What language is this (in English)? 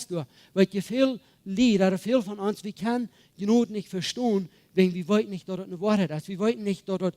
Plautdietsch